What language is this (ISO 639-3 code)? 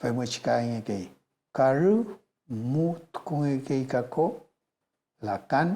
arn